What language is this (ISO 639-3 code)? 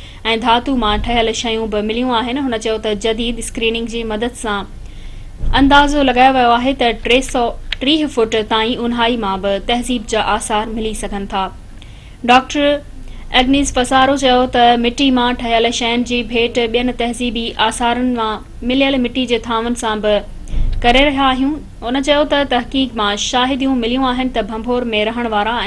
snd